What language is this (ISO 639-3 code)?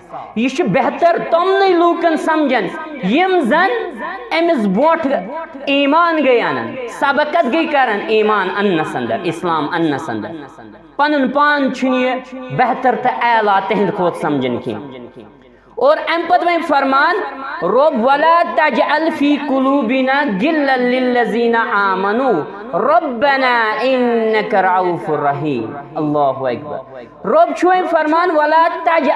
kas